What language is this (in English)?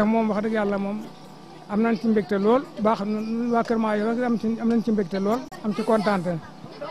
Wolof